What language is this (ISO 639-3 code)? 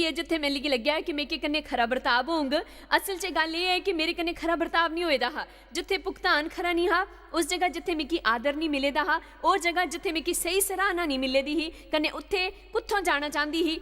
doi